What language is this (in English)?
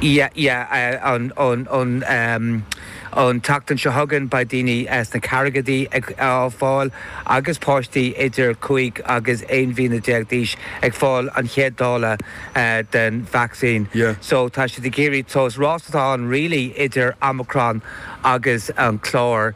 Irish